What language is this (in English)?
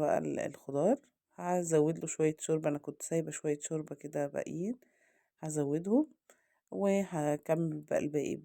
Egyptian Arabic